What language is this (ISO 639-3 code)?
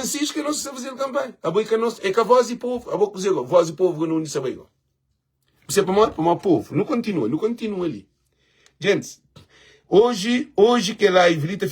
kea